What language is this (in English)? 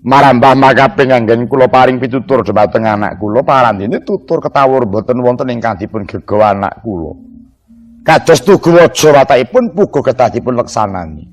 Javanese